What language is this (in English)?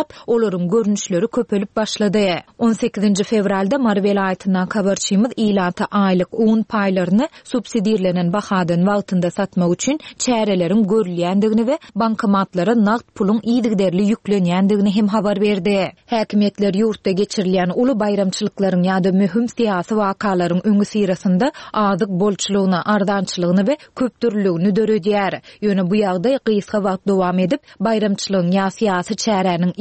Turkmen